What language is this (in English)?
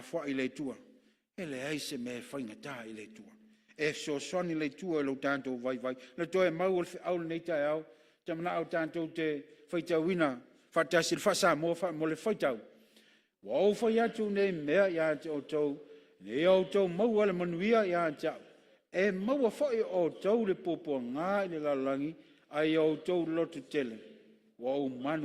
Samoan